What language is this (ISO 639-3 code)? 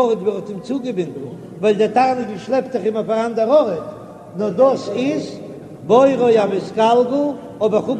yid